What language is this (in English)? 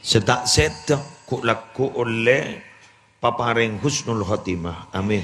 Madurese